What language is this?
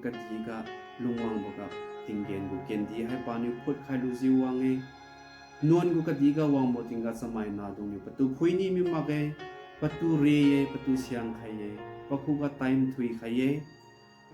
Liangmai Naga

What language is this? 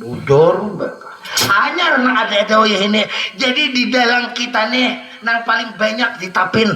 Banjar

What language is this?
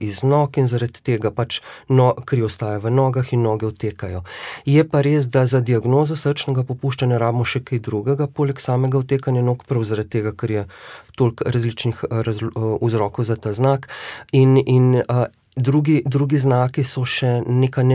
Slovenian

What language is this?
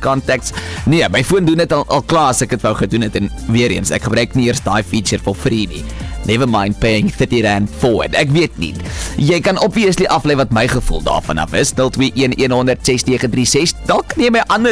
Afrikaans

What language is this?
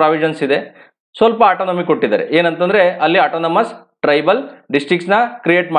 Kannada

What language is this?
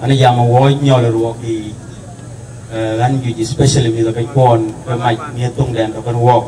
Dinka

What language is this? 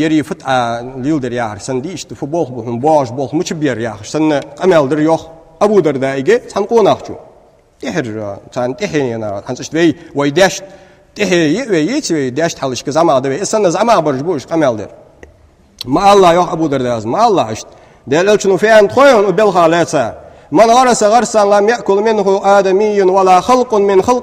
Ingush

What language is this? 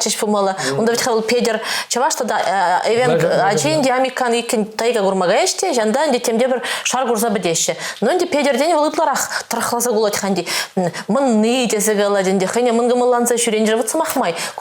Chuvash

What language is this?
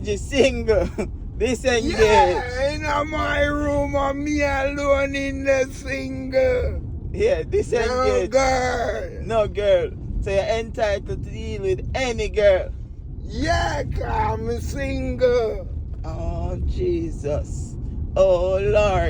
Jamaican Creole English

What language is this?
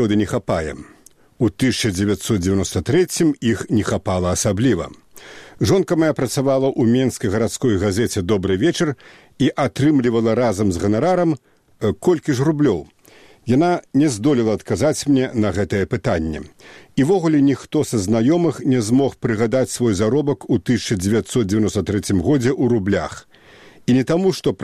Belarusian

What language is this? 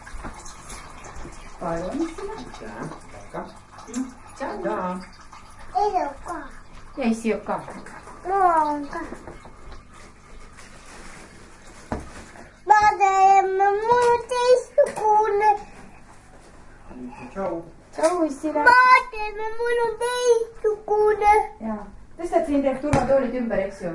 Estonian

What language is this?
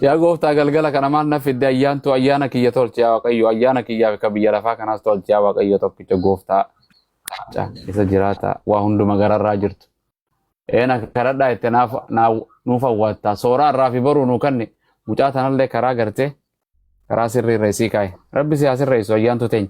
Oromo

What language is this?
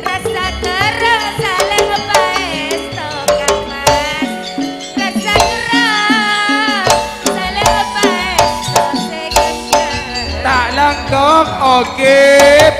Madurese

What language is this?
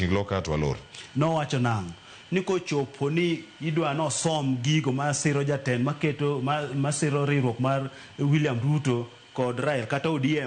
Luo (Kenya and Tanzania)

